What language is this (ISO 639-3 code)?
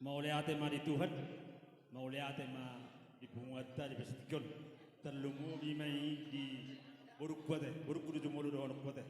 bbc